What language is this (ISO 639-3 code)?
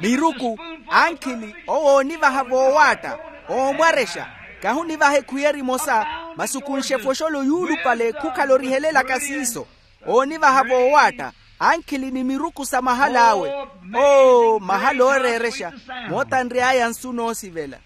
vmw